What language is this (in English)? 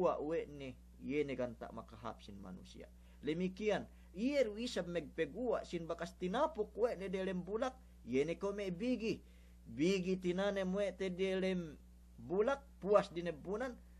Yakan